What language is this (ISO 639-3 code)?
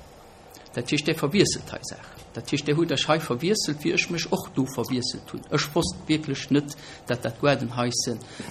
ltz